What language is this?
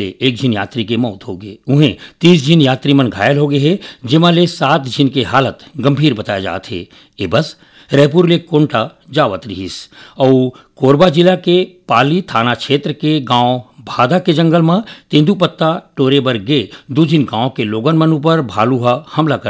Chhattisgarhi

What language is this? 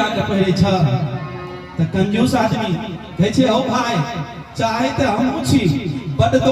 Maithili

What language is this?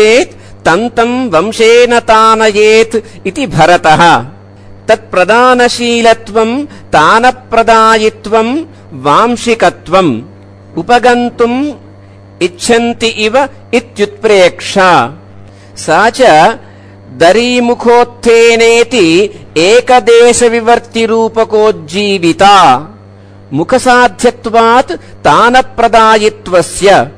Sanskrit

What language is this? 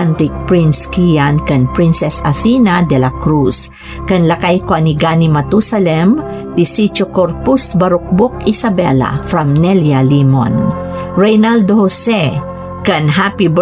Iloko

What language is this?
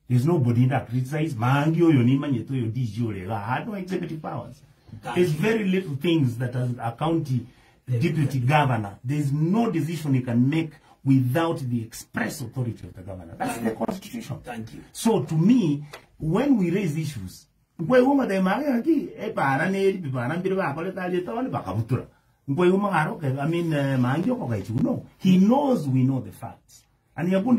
Gusii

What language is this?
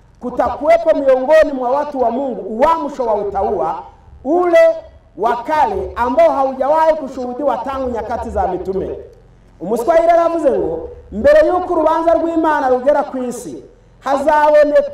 Kinyarwanda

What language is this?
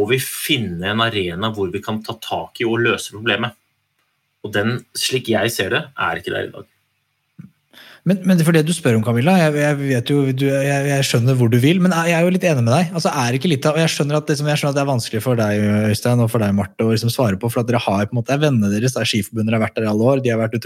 Norwegian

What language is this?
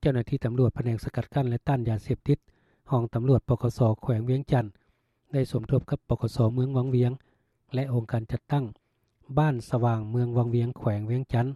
Lao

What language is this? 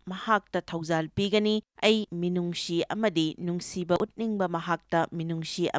Manipuri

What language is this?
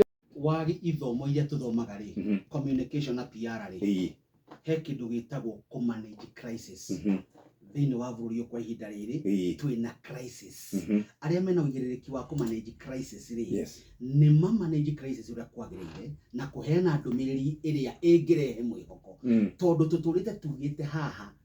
Kikuyu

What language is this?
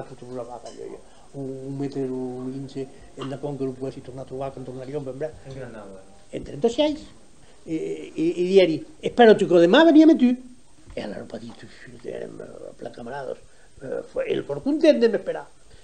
Occitan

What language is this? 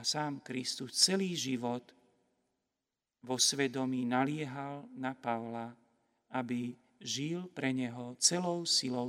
Slovak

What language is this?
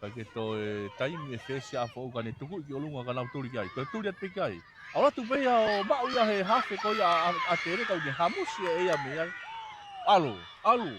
Tongan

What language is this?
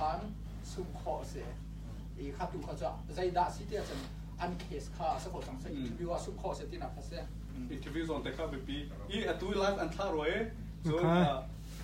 Hakha Chin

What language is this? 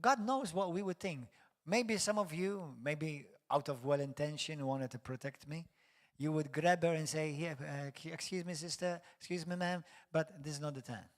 English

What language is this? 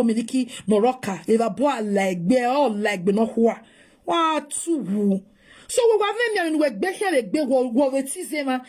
Nigerian Pidgin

